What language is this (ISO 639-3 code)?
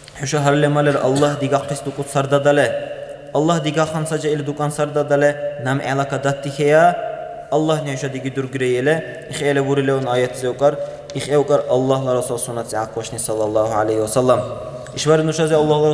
dar